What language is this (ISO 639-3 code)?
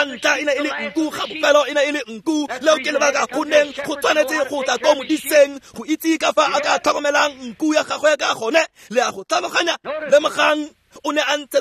tsn